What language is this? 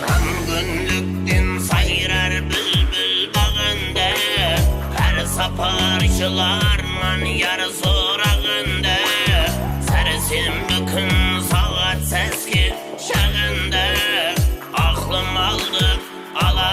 Kara-Kalpak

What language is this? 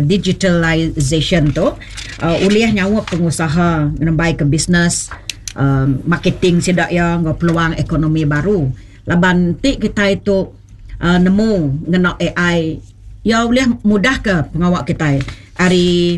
Iban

